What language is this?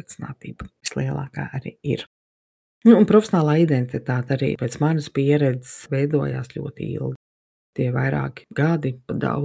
Latvian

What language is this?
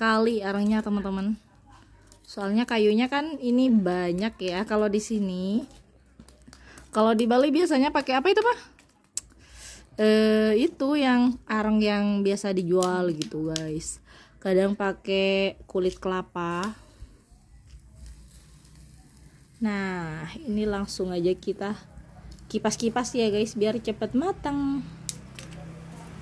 Indonesian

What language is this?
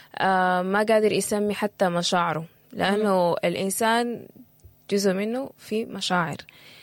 Sudanese Arabic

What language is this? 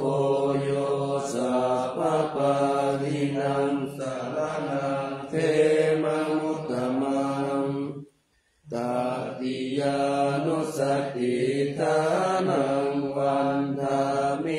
Pali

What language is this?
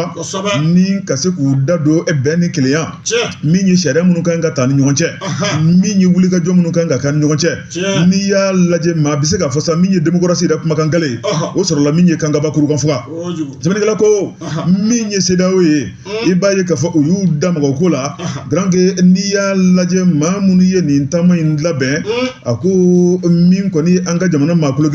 Bambara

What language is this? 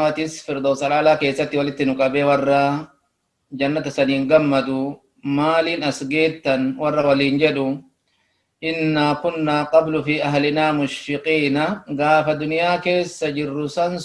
Oromo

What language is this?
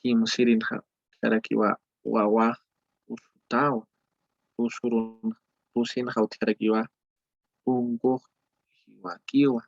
Aymara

